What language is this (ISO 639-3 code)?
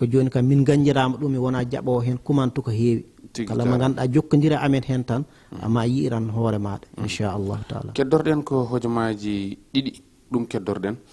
ful